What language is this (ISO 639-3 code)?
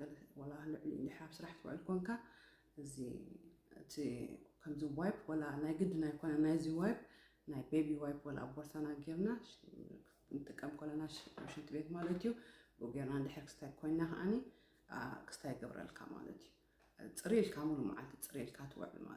tir